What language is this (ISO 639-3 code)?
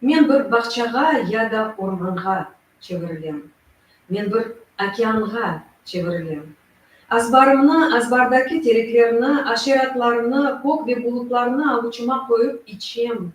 crh